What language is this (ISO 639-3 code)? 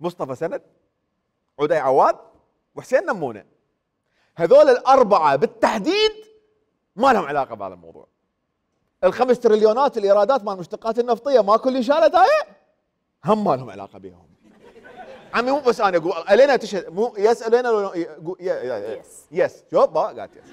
acm